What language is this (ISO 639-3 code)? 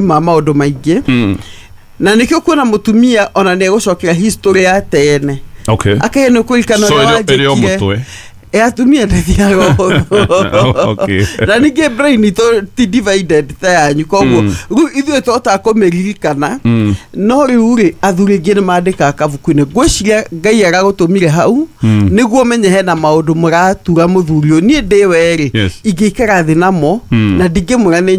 kik